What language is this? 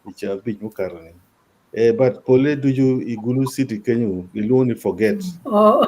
Acoli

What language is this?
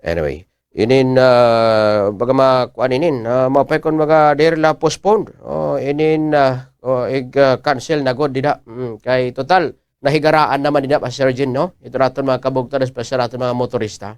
Waray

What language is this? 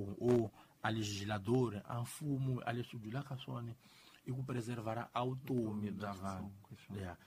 Tsonga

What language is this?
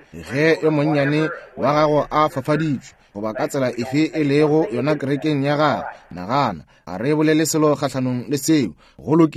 Northern Sotho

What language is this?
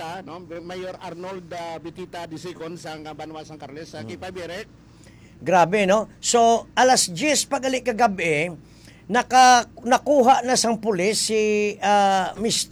Hiligaynon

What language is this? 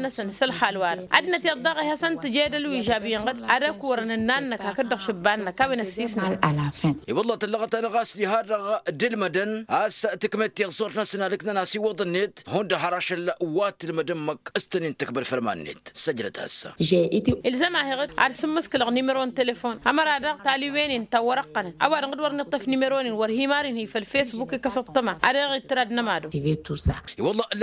Tamasheq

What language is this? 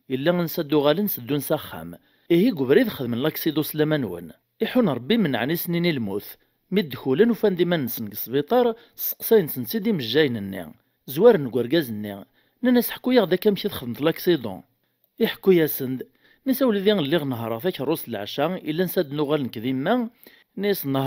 Kabyle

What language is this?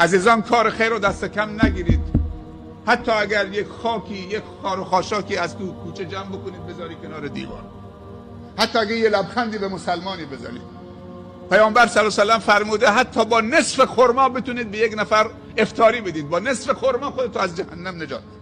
Persian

